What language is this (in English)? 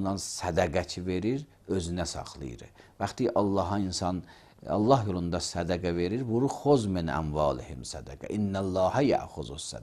Azerbaijani